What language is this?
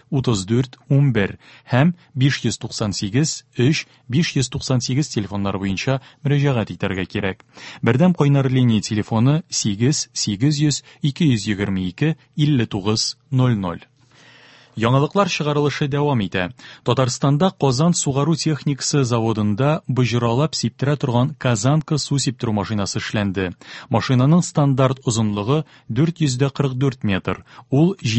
Tatar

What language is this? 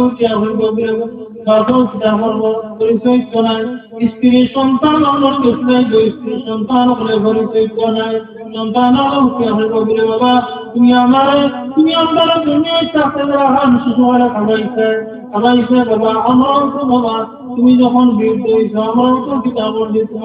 Sylheti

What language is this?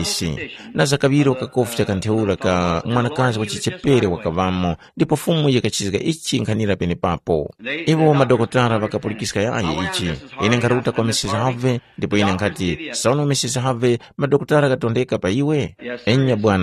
Tumbuka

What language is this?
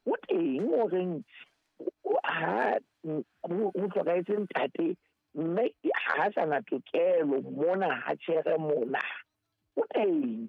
Southern Sotho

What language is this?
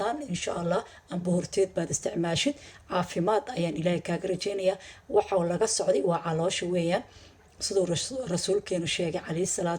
Somali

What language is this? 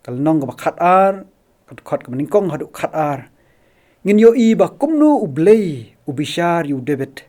Khasi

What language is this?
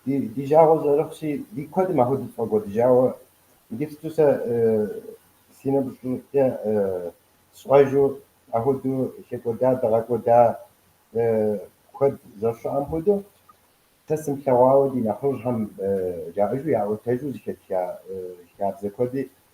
Kabardian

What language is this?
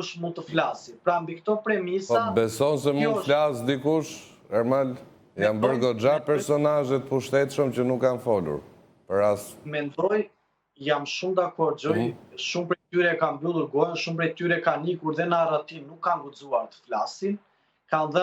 Albanian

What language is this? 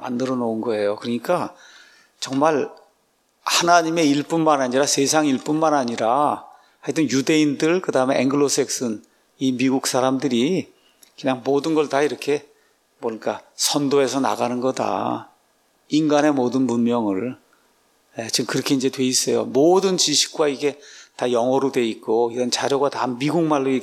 Korean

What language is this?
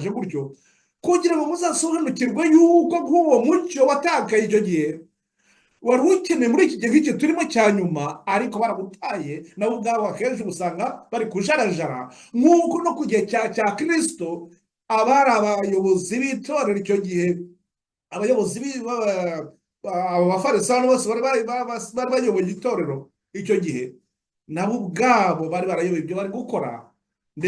Kinyarwanda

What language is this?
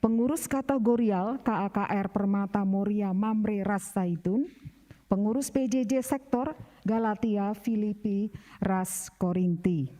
Batak Karo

